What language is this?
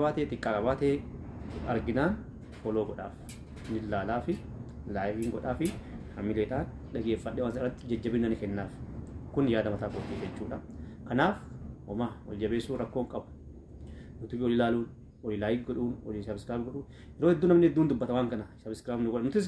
Oromo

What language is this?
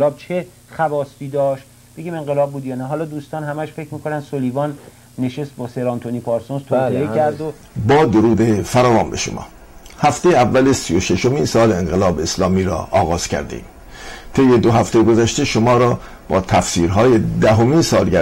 Persian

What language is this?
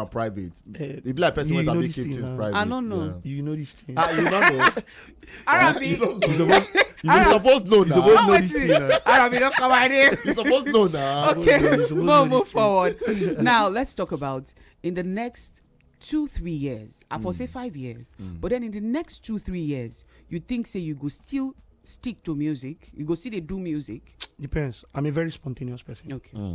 Nigerian Pidgin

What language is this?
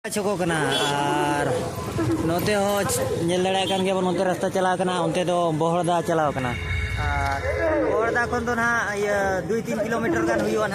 Santali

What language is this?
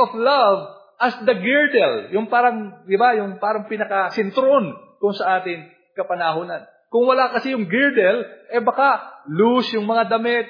Filipino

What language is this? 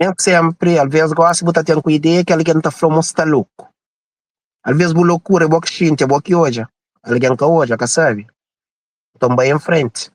Kabuverdianu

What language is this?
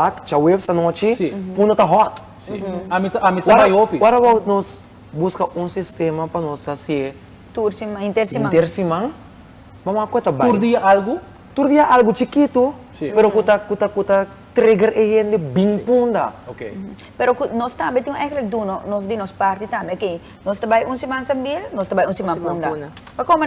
Papiamento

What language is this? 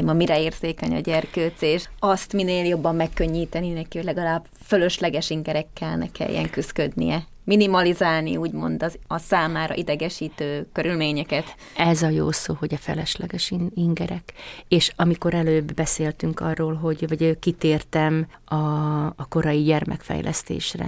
Hungarian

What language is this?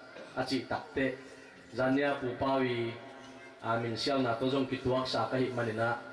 Tedim Chin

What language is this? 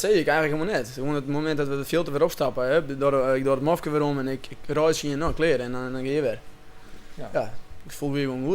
Western Frisian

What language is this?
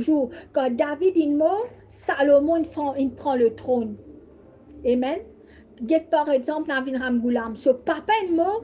Morisyen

